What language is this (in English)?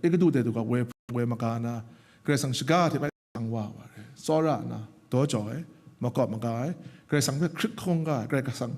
Kachin